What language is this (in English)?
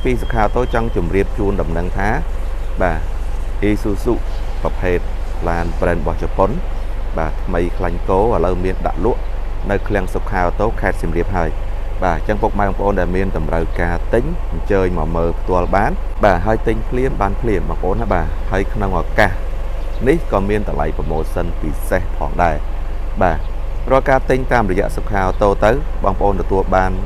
Khmer